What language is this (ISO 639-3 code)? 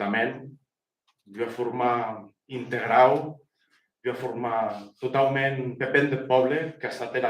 oci